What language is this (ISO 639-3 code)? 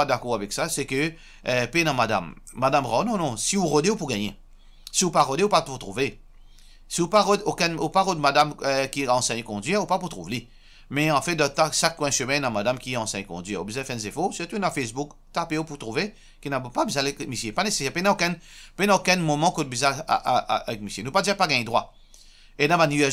mfe